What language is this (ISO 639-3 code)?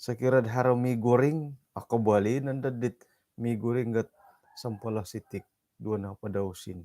dtp